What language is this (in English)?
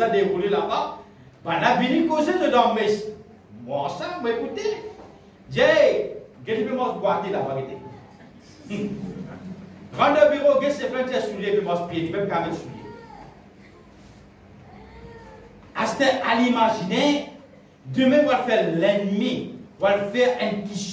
French